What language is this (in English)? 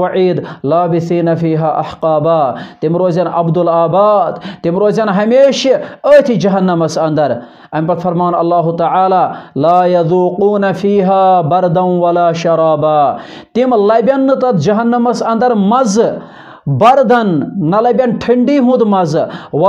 Kashmiri